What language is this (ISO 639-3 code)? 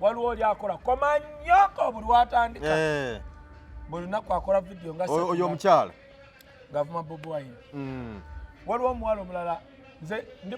lug